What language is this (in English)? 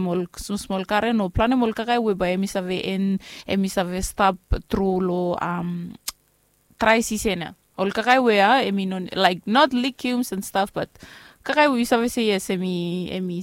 Bislama